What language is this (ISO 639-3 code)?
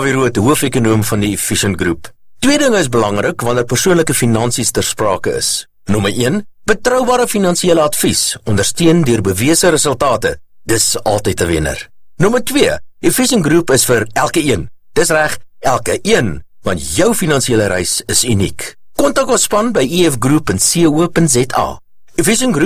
afr